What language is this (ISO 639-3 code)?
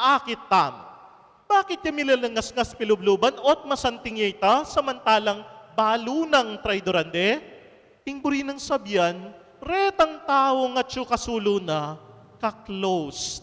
pam